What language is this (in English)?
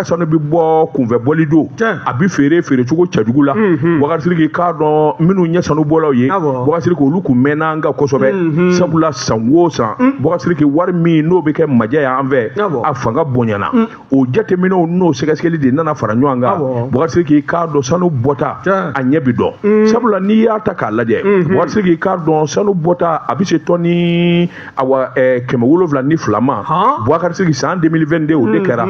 Bambara